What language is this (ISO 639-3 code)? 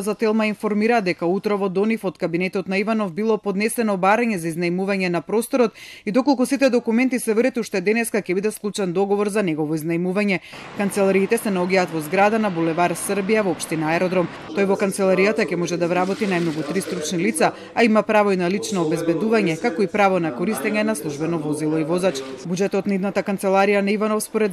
mkd